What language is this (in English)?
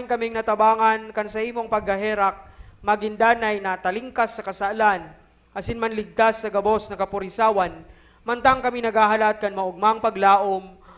Bikol